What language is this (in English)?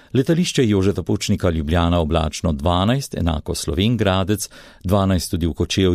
Slovenian